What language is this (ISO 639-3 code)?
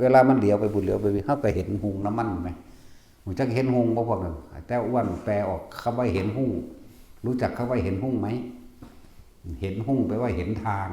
tts